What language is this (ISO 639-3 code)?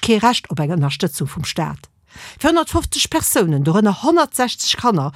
ltz